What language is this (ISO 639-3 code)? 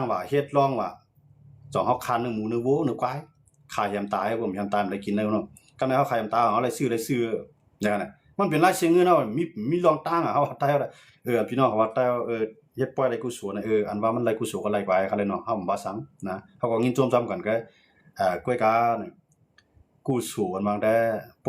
shn